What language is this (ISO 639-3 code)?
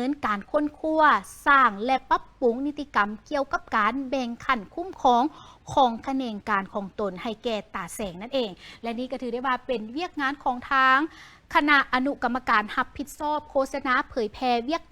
lao